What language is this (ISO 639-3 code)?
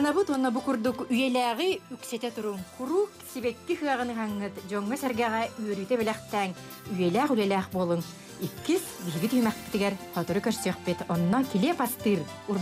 sah